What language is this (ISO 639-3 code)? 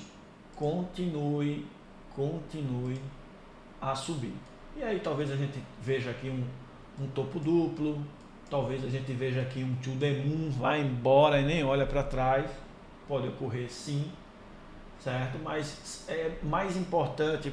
por